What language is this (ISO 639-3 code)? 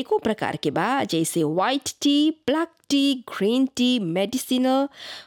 bho